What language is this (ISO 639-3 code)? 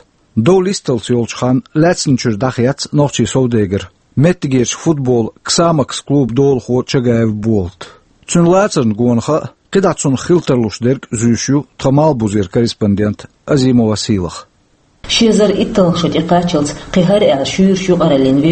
che